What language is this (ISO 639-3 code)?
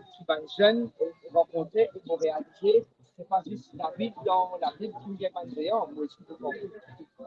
mfe